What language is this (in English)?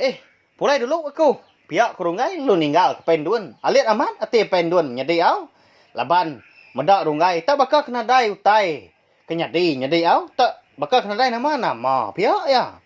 Iban